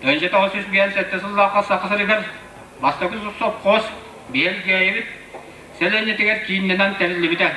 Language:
Yakut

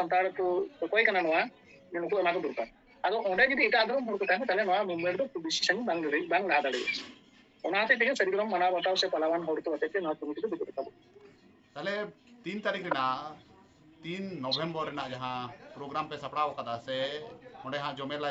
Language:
Santali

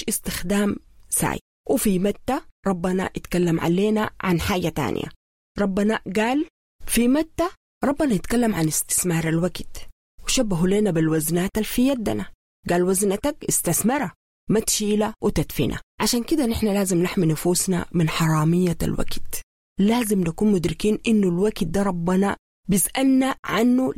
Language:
Sudanese Arabic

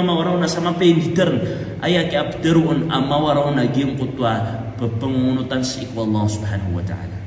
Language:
Maranao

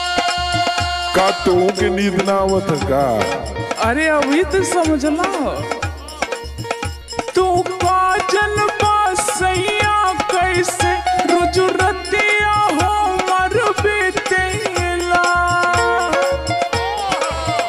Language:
Bhojpuri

